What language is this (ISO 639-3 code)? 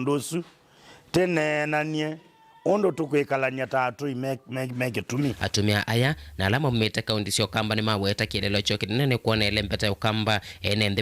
kam